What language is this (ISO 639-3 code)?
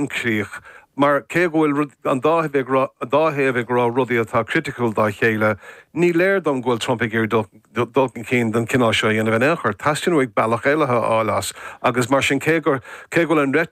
gle